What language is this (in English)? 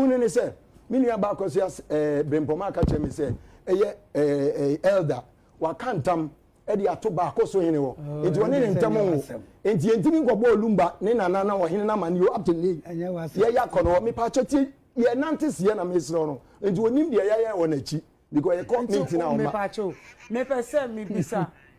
Akan